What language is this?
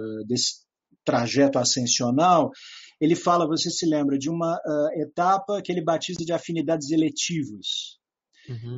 Portuguese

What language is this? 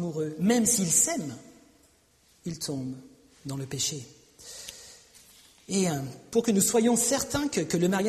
French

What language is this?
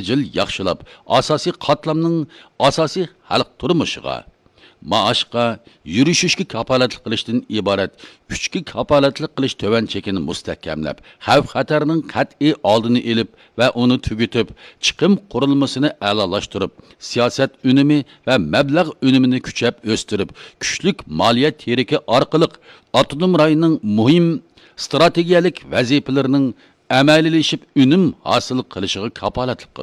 Uyghur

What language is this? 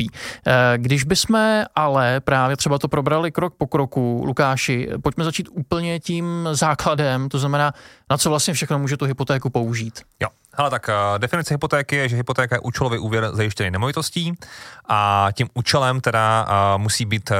Czech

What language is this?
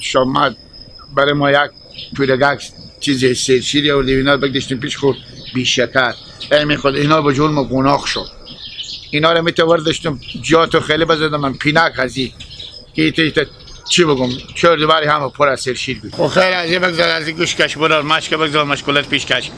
Hazaragi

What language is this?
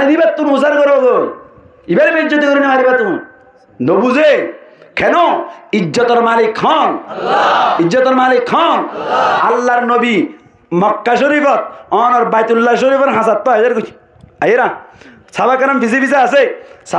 Rohingya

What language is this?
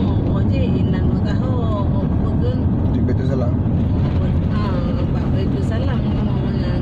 Achinese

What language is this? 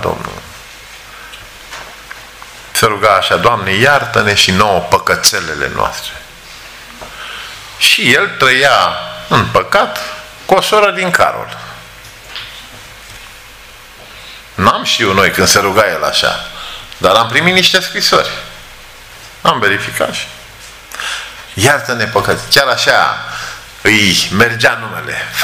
Romanian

